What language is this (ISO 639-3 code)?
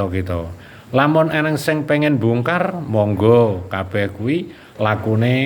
jav